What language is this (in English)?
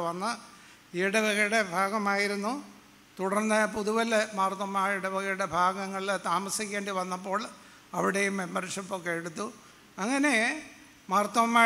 Malayalam